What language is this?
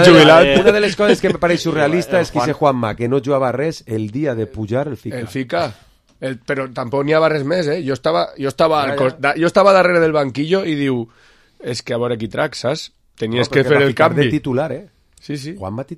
Catalan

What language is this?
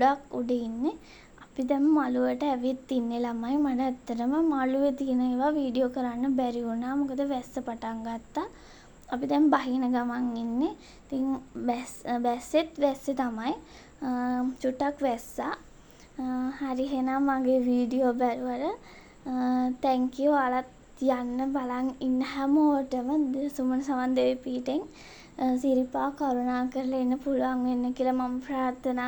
Sinhala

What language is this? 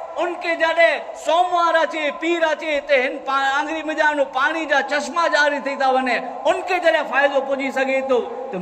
Kachhi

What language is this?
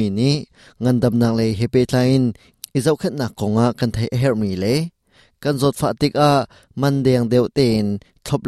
Hakha Chin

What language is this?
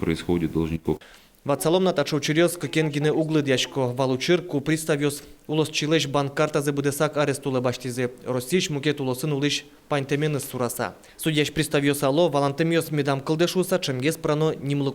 Udmurt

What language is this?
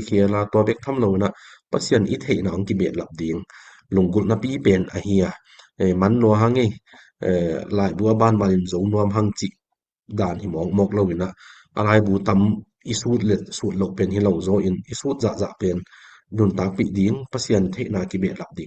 Tedim Chin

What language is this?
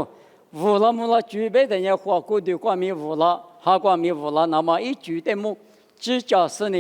Lisu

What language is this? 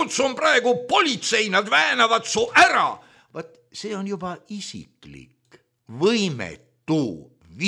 Estonian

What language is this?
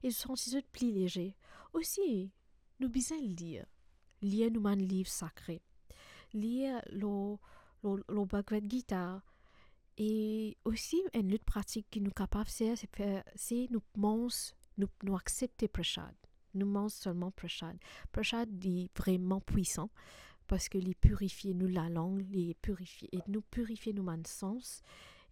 Morisyen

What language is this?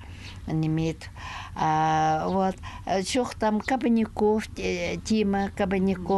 Khakas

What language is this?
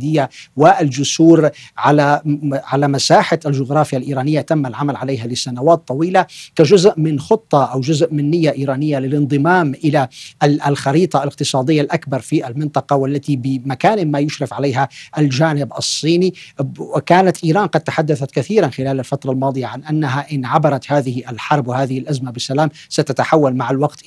Arabic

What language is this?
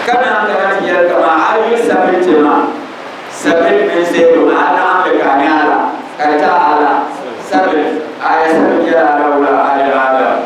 Dagbani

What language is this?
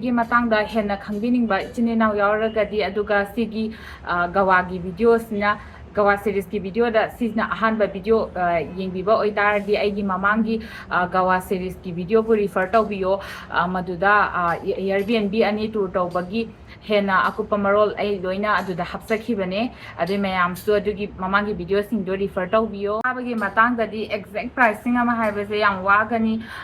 Manipuri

